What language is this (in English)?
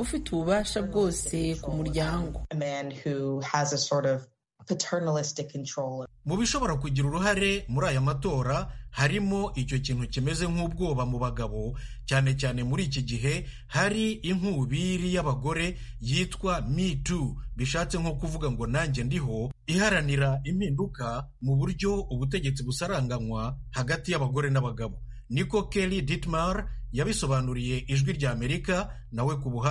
Kinyarwanda